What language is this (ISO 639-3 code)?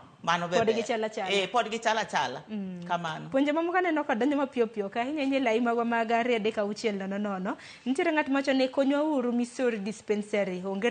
luo